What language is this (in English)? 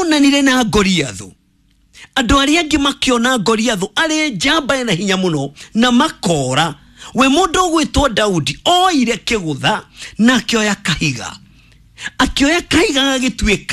Kikuyu